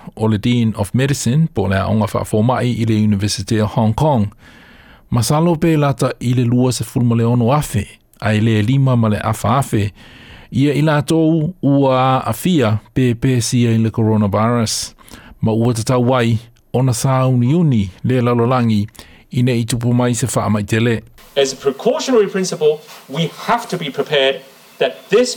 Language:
Samoan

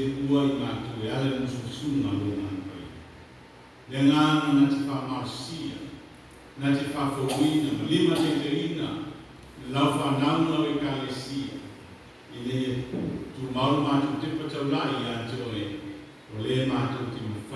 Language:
Samoan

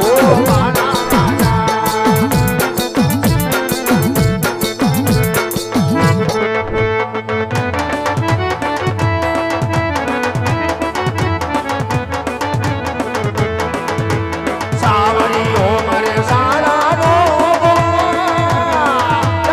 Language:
Gujarati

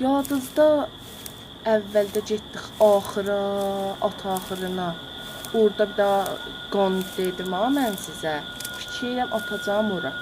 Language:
South Azerbaijani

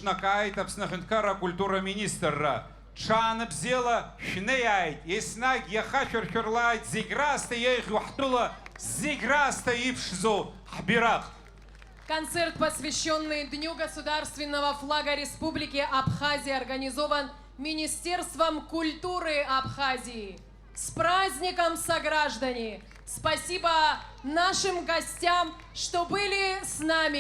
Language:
Abkhazian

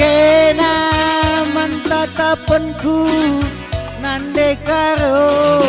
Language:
Batak Karo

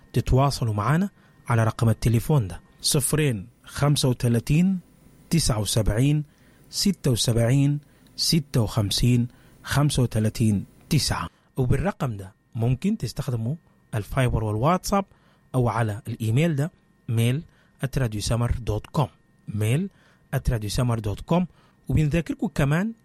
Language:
Sudanese Arabic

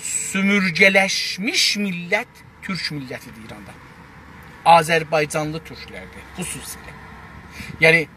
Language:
South Azerbaijani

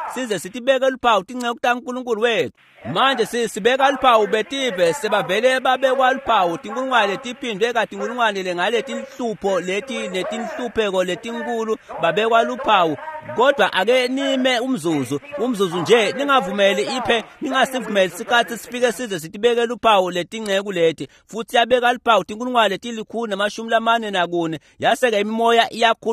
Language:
Swati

